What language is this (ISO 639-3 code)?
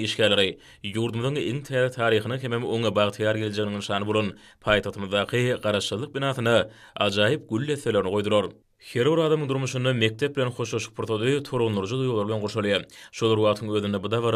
tuk